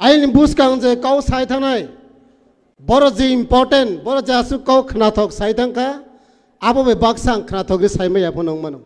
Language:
Riang (India)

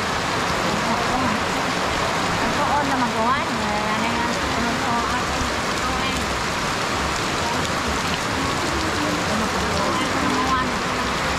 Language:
Filipino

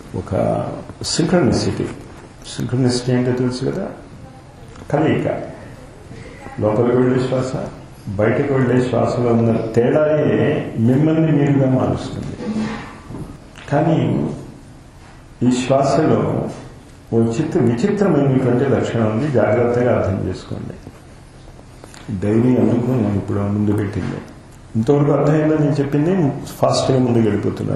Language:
Telugu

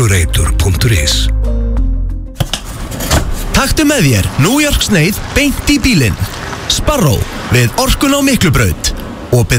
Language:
Icelandic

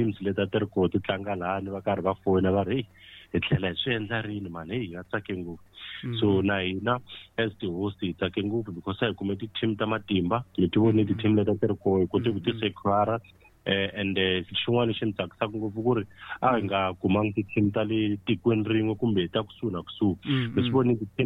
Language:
Tsonga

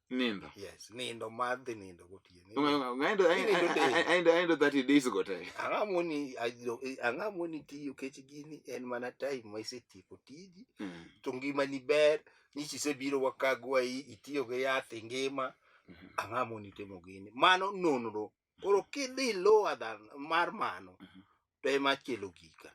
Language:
Luo (Kenya and Tanzania)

